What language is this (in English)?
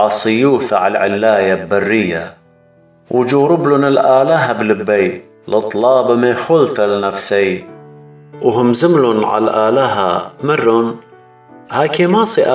Assyrian Neo-Aramaic